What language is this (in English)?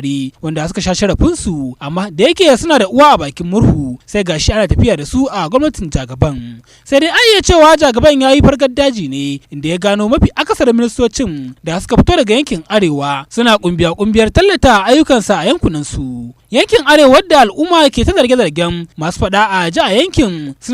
Hausa